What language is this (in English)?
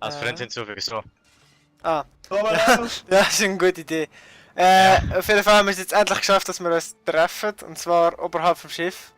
Swiss German